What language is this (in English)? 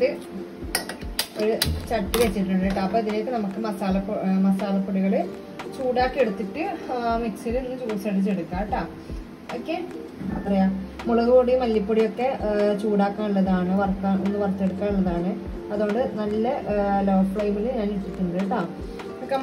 Malayalam